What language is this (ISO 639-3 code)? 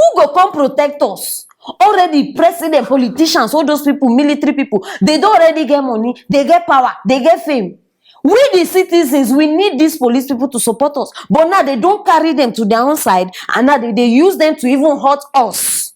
pcm